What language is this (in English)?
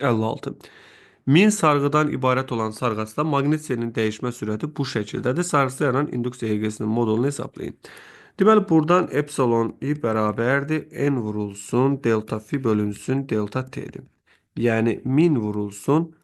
Azerbaijani